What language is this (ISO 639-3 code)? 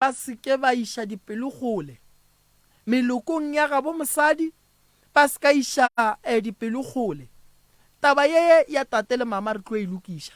nso